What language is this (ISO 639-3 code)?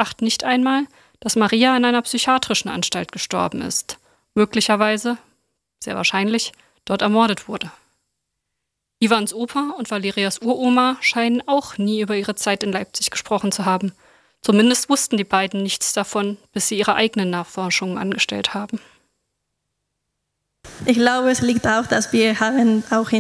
deu